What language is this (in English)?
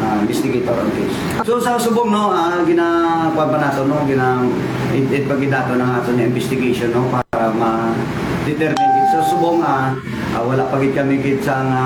Hiligaynon